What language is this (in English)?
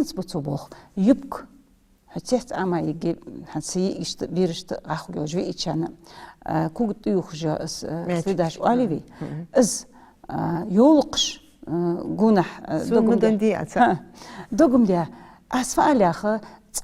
Ingush